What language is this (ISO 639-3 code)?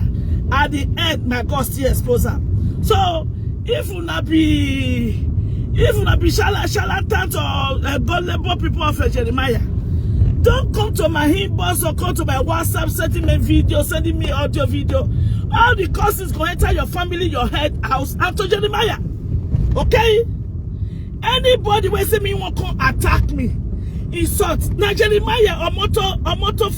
pcm